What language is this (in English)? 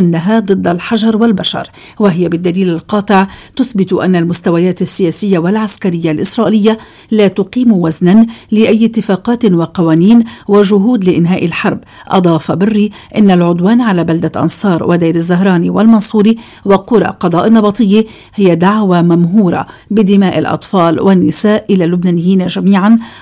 Arabic